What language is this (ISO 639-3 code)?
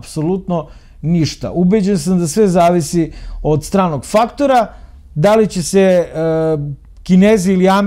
srp